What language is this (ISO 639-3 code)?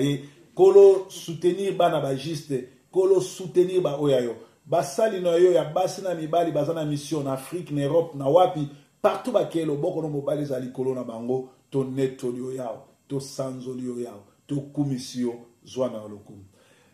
lin